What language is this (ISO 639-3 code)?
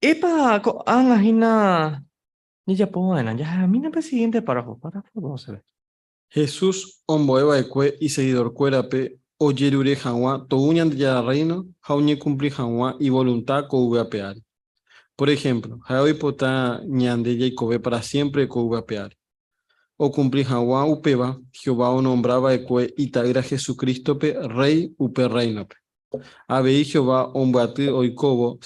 grn